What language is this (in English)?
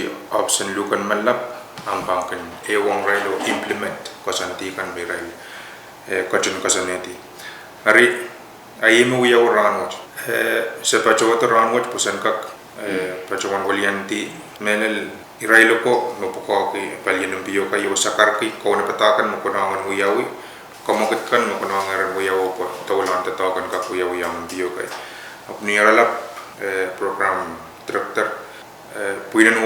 Pohnpeian